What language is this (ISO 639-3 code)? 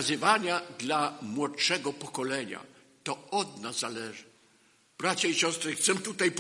pol